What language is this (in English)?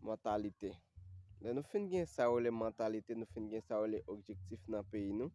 Haitian Creole